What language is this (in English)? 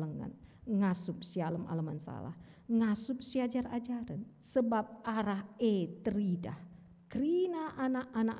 Batak Karo